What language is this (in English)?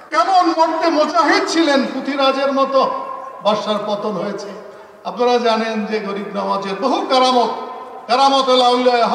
Bangla